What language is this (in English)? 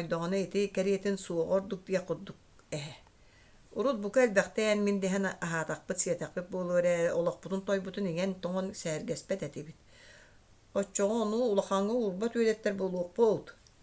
Yakut